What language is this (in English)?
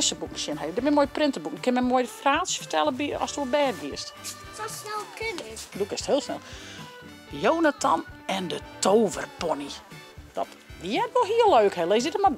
Western Frisian